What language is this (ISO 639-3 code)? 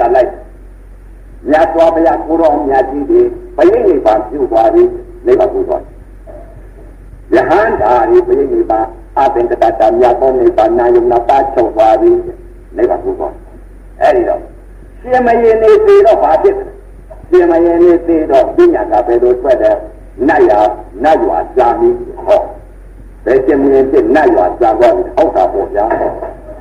mya